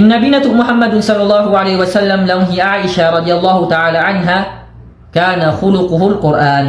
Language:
Tausug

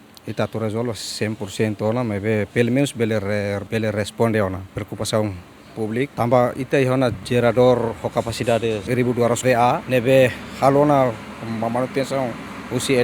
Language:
Tetum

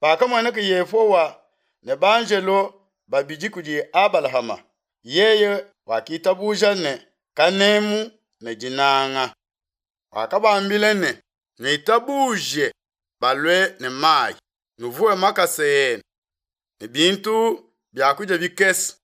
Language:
Luba-Lulua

